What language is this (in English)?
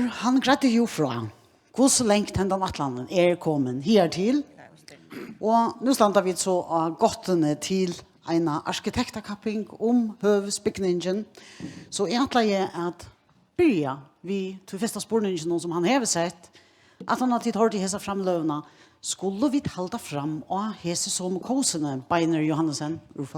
Faroese